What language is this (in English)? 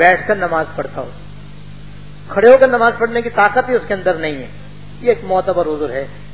Urdu